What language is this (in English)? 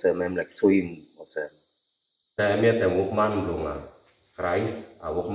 Tok Pisin